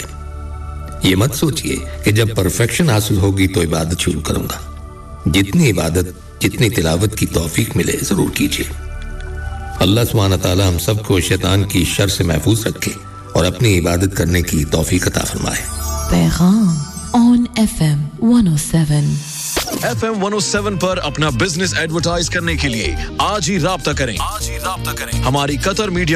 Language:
Urdu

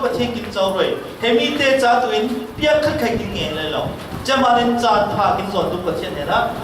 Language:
Falam Chin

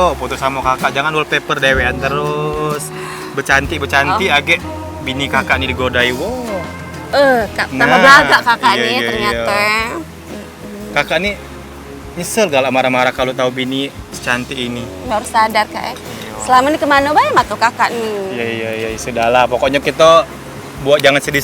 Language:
Musi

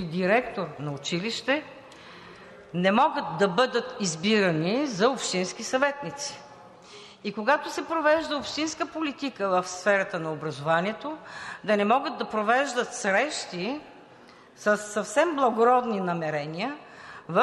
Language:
Bulgarian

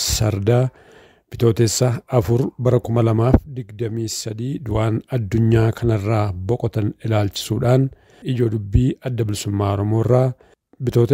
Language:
Oromo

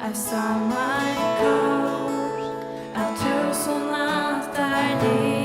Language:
Faroese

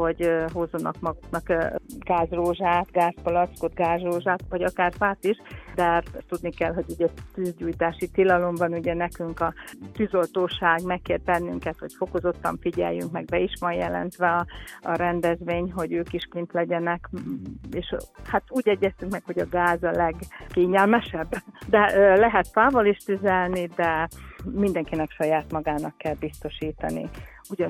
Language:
Hungarian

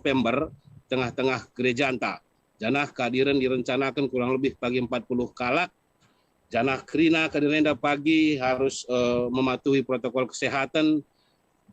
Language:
Batak Karo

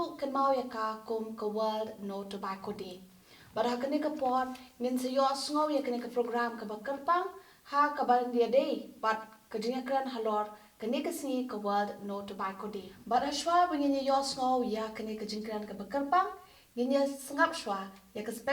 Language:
Khasi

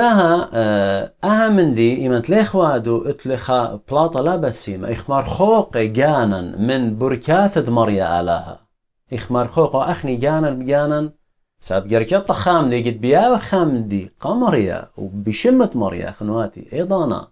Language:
Assyrian Neo-Aramaic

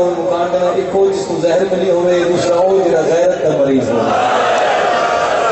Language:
Urdu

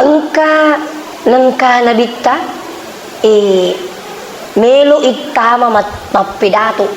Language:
Buginese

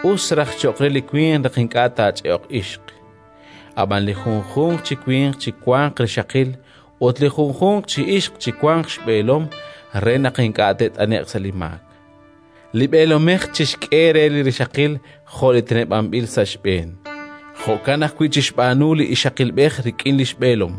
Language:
Kekchí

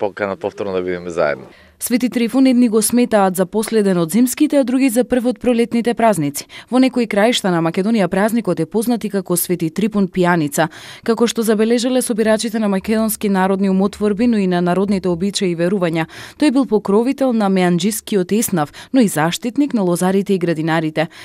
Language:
Macedonian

